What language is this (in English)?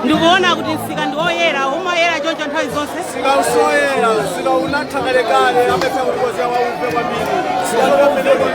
Nyanja